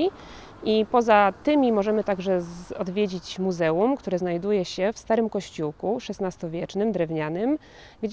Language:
Polish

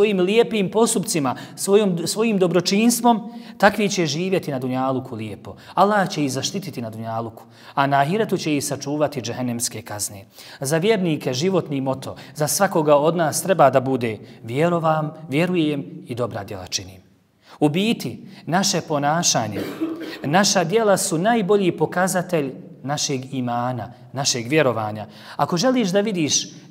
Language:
Bosnian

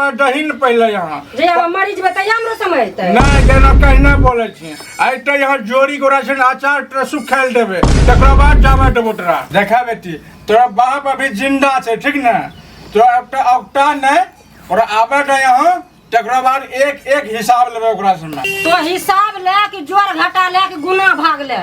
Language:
Maithili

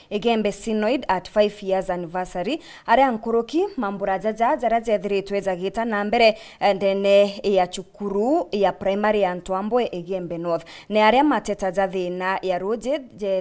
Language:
Meru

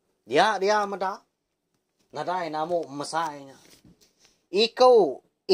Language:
Iban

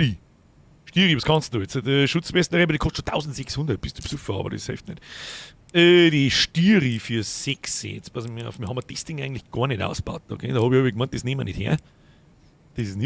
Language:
Bavarian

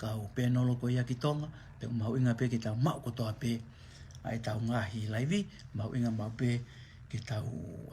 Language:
Tongan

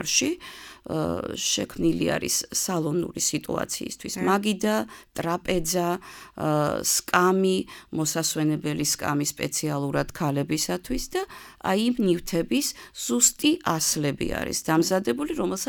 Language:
Georgian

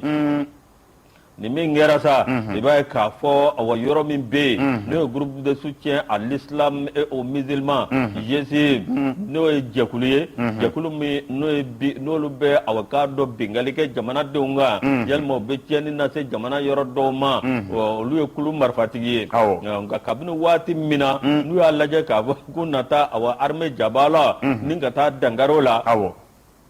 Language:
Bambara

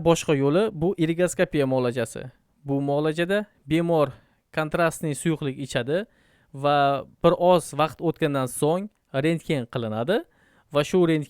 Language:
Uzbek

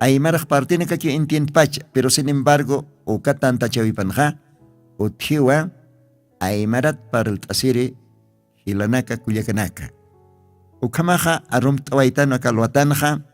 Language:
Aymara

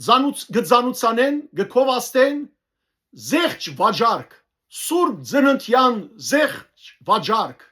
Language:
Western Armenian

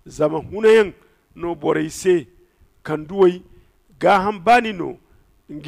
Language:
Zarma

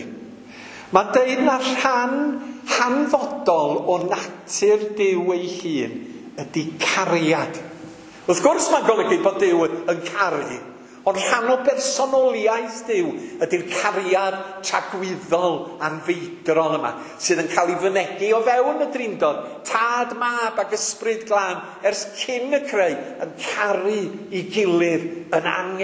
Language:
Welsh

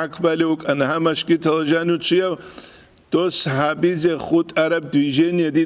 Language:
Avaric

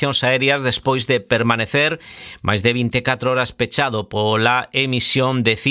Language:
Galician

